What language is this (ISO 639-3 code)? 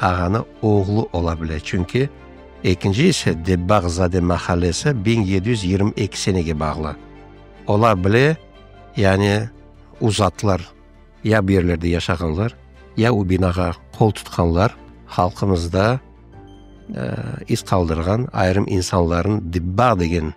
crh